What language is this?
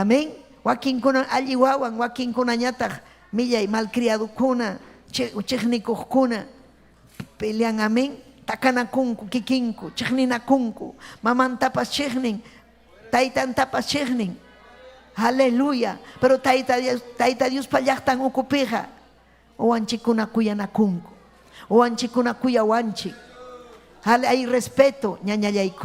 Ayacucho Quechua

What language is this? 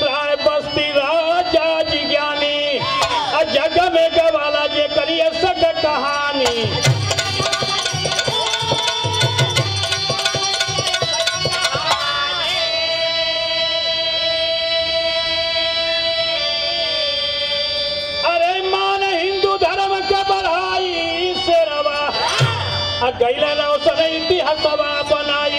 Bhojpuri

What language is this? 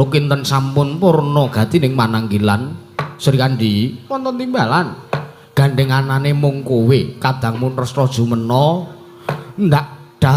Javanese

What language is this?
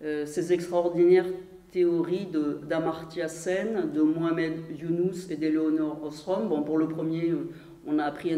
French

